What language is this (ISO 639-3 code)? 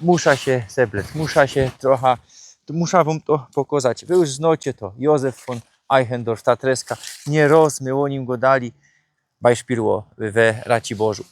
szl